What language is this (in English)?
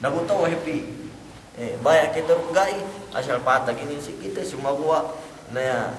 Yakan